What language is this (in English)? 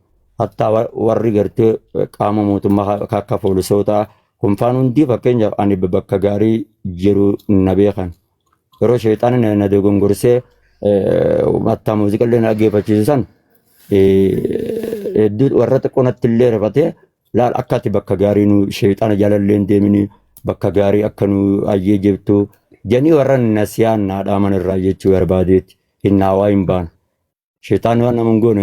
Oromo